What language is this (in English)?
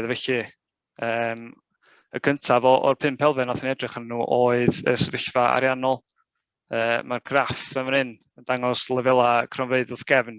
Welsh